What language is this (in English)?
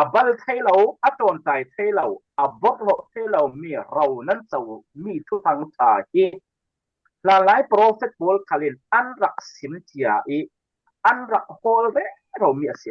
Falam Chin